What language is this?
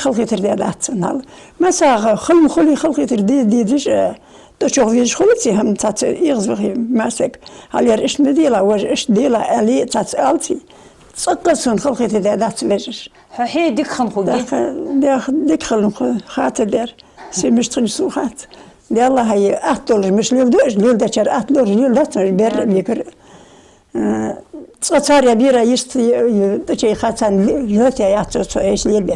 Ingush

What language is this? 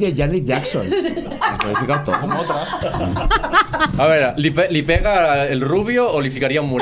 Catalan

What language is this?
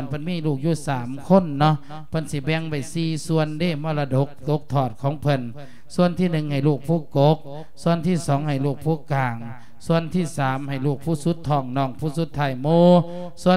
Lao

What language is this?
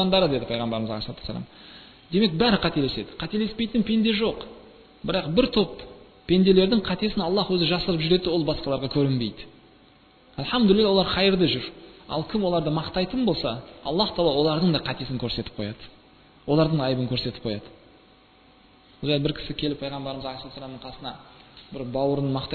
Kazakh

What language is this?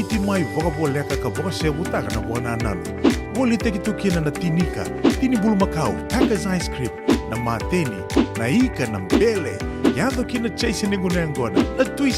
Fijian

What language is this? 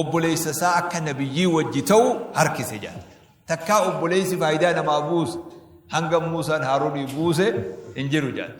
Oromo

